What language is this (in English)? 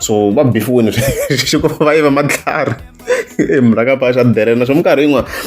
Tsonga